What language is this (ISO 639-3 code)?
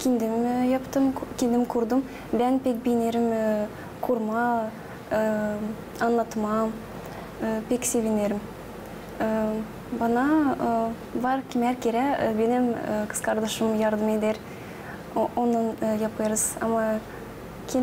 gag